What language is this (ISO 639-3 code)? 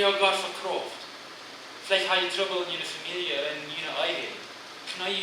pdt